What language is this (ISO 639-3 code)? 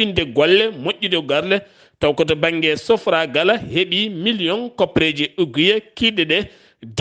ful